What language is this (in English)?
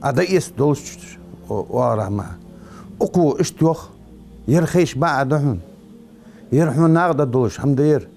Ingush